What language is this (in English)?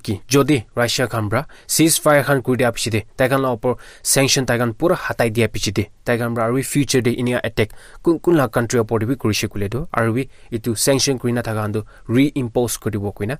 Naga Pidgin